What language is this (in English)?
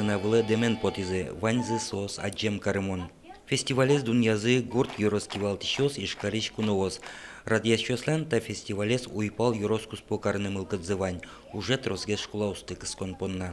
Udmurt